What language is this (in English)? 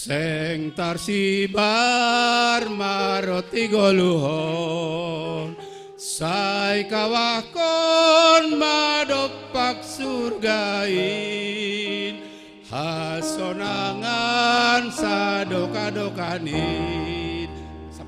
Batak Simalungun